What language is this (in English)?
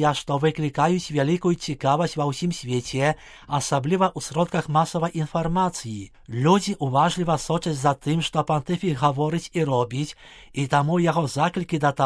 Belarusian